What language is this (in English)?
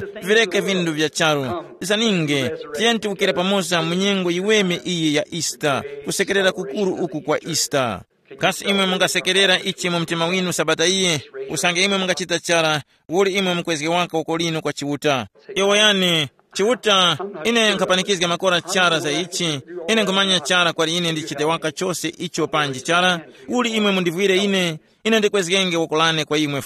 Tumbuka